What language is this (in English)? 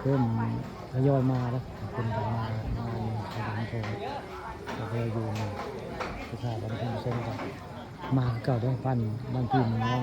Northeastern Thai